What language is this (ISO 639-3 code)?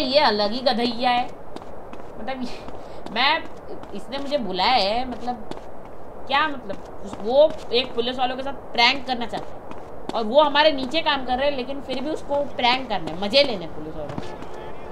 hin